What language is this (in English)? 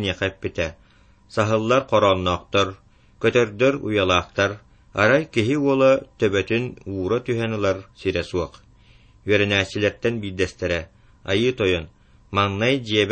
Yakut